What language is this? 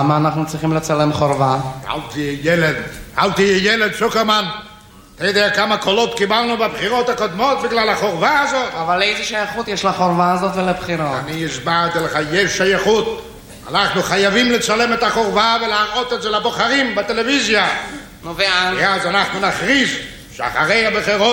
Hebrew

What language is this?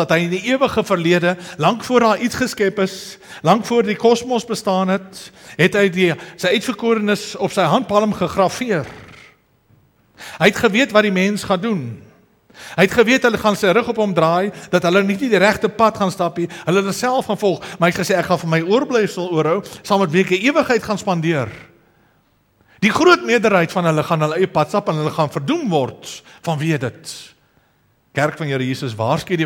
Afrikaans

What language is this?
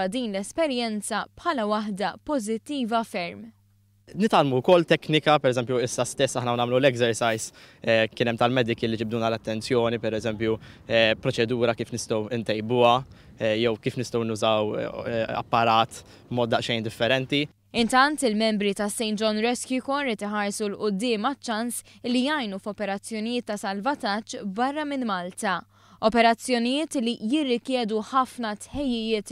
Maltese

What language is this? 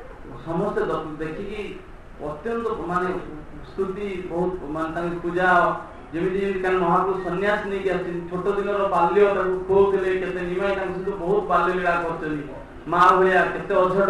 Odia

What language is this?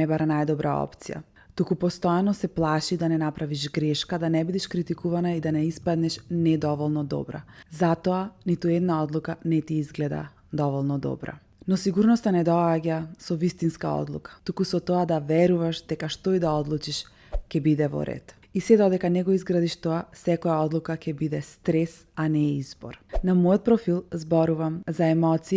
Macedonian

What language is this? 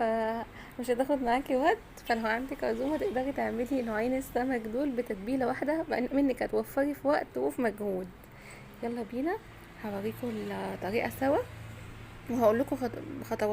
Egyptian Arabic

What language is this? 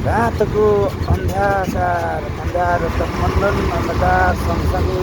Nepali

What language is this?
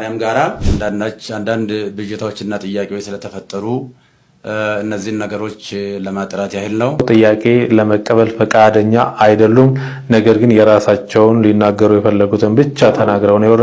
Amharic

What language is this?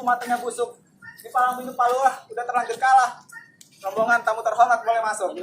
Betawi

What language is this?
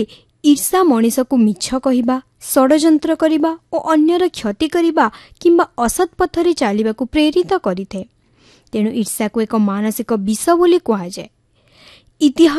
Odia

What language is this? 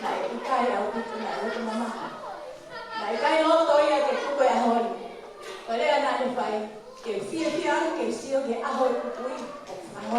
Tongan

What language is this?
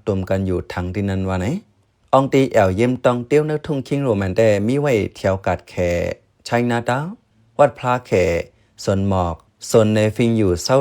Shan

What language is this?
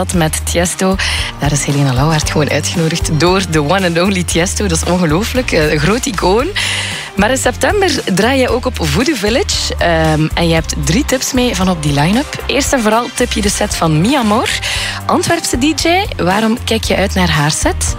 Dutch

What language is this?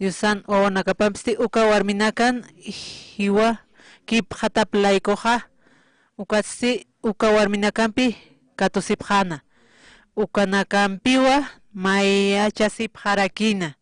Aymara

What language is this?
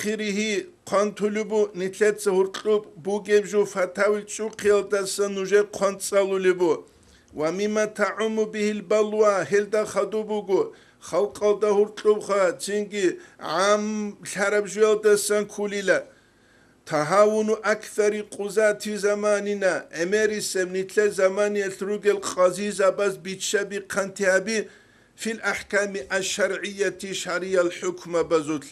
Avaric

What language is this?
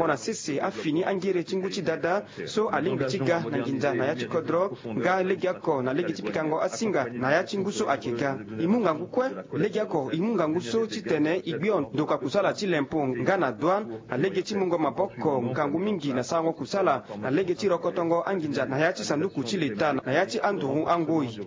Sango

